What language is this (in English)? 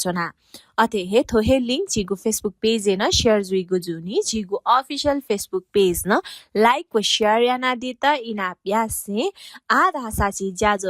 Newari